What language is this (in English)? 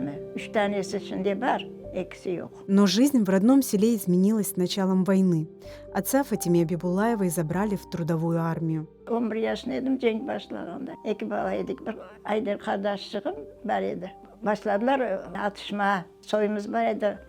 Crimean Tatar